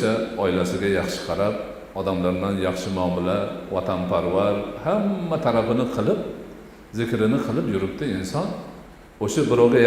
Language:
Uzbek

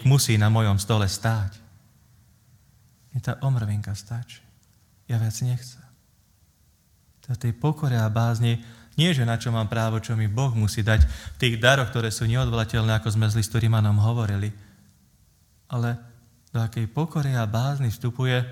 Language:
Slovak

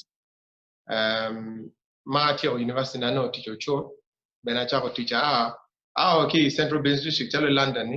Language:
Acoli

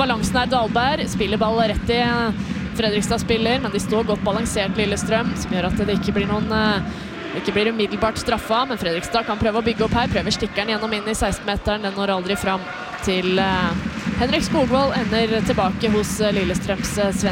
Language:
Norwegian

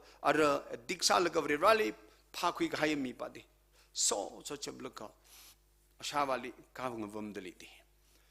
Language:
Tangkhul Naga (India)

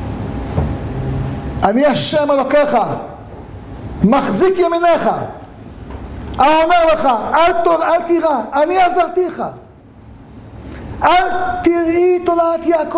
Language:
Hebrew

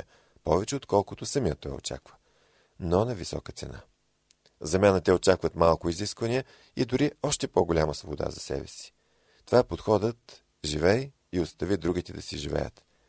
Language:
Bulgarian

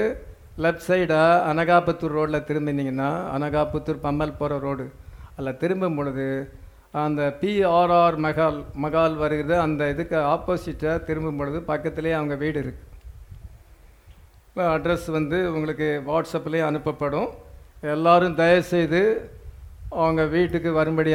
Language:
Tamil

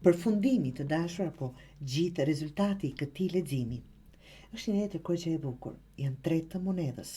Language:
Albanian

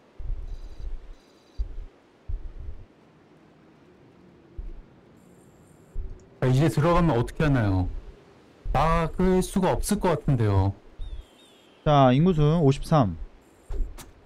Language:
Korean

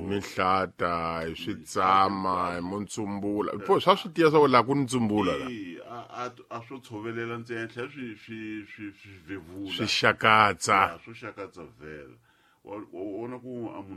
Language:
Tsonga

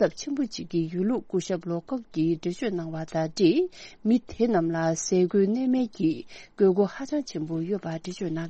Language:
Tibetan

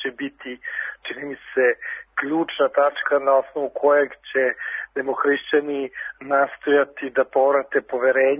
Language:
Serbian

